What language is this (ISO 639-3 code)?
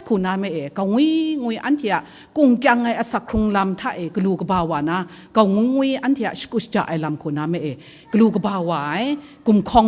kac